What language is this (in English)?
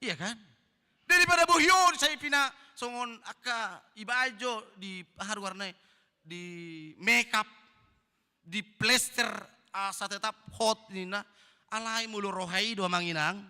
Batak Toba